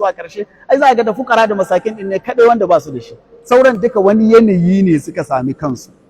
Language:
Hausa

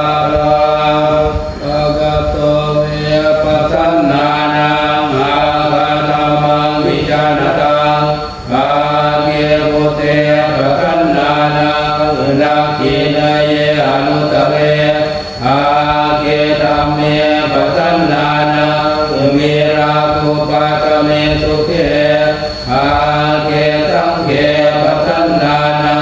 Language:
Pali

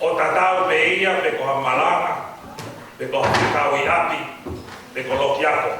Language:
Tongan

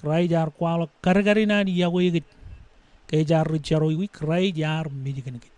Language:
Marshallese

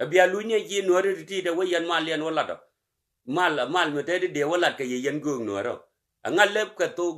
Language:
Nuer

